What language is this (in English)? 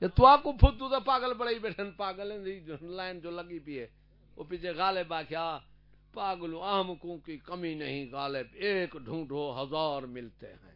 Saraiki